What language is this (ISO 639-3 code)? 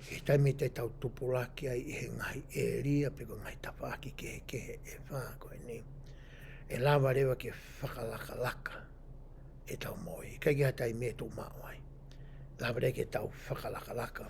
ton